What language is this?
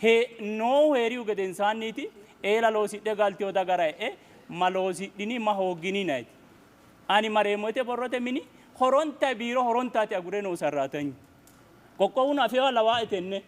Sidamo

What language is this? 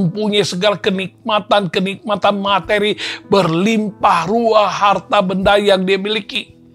Indonesian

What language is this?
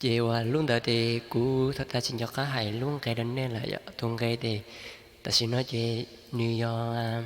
Hmong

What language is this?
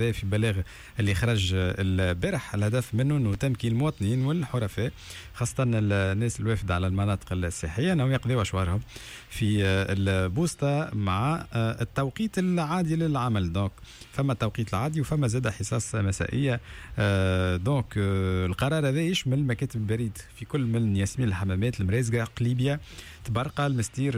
Tunisian Arabic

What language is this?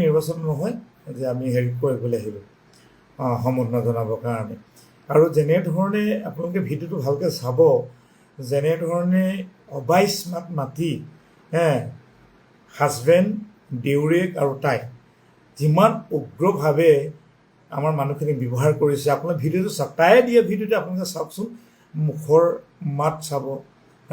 Assamese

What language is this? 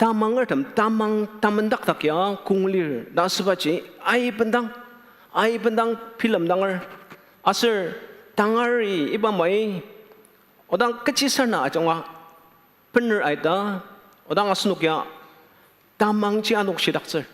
Ao Naga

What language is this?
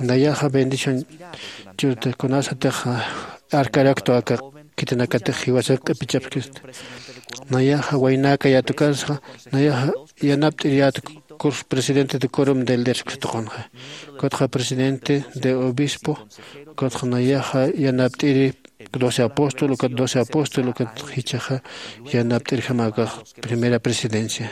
Aymara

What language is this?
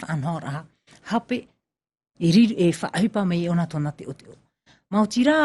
Tahitian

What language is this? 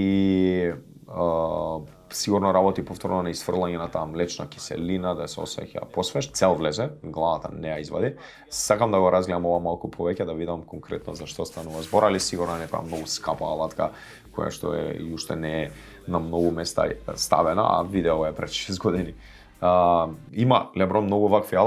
Macedonian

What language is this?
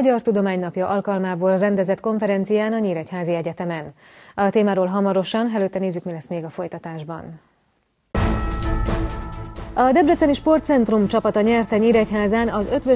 Hungarian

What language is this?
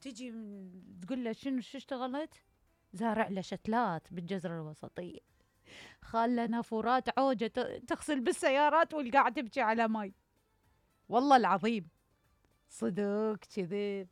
Mesopotamian Arabic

